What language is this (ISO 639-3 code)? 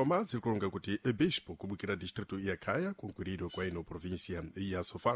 seh